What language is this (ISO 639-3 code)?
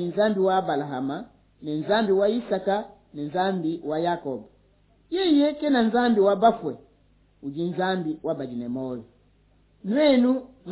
lua